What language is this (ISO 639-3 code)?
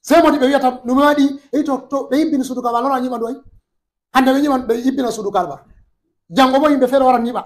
ful